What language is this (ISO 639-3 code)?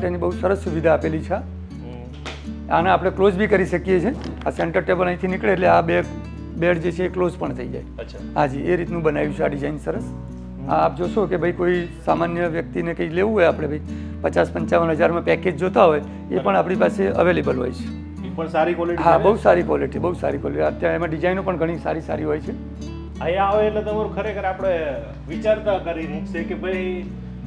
guj